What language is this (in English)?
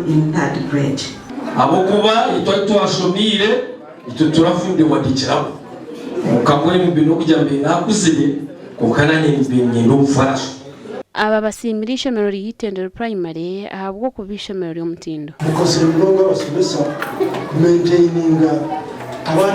Nyankole